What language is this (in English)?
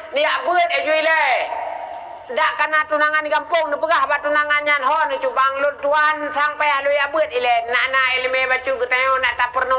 Achinese